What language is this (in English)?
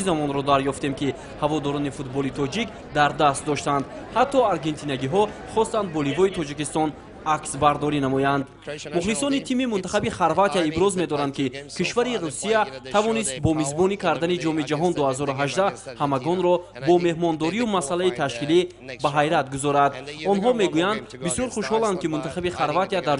Tajik